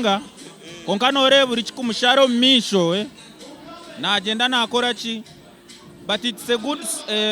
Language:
Nyankole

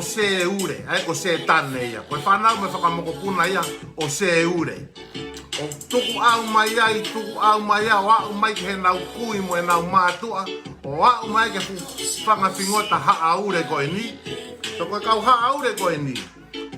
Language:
Tongan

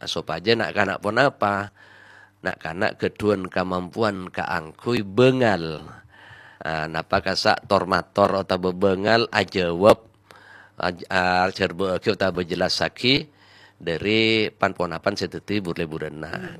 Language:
Madurese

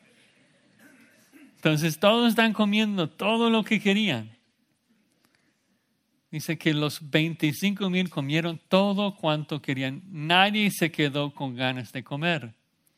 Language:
Spanish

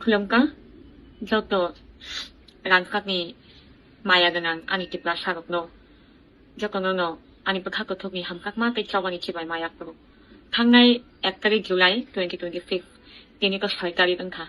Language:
Kok Borok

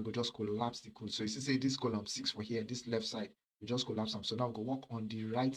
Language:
Nigerian Pidgin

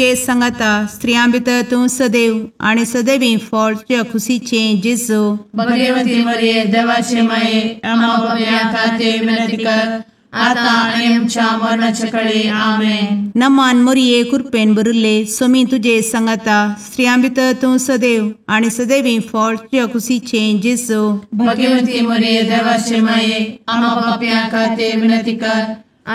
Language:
Konkani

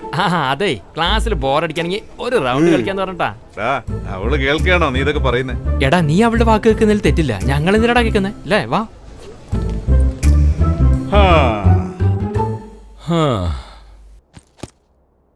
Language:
Malayalam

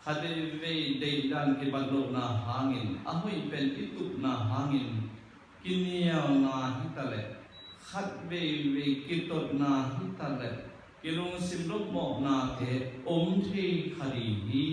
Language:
Tedim Chin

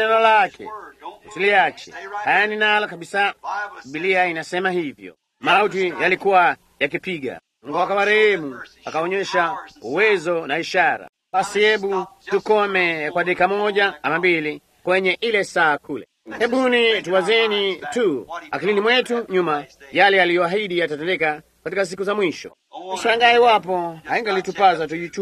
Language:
Swahili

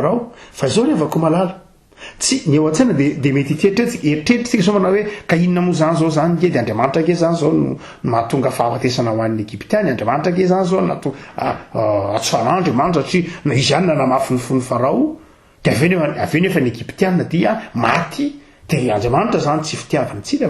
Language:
Malagasy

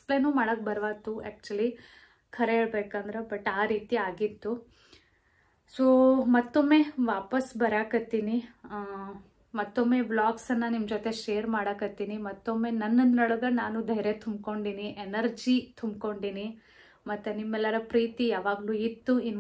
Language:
Kannada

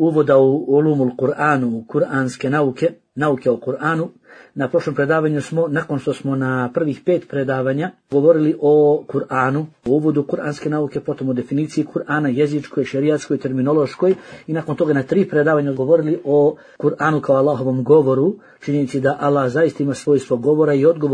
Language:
Bosnian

